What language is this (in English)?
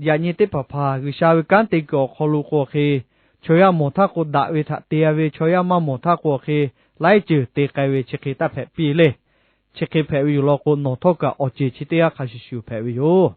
Lahu